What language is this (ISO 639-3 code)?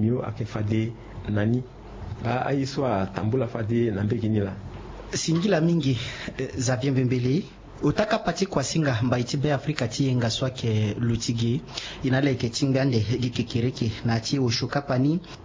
sag